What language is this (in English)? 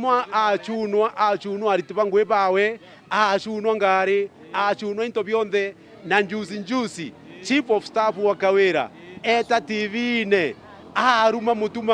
Meru